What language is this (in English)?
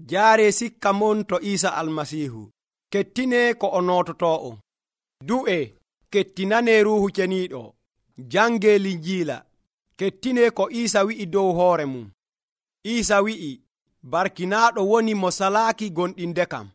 Nigerian Fulfulde